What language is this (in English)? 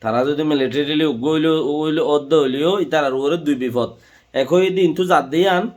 Rohingya